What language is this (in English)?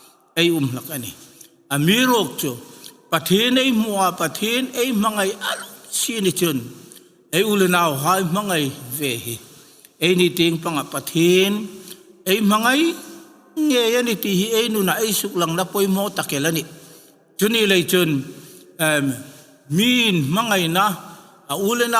Hmar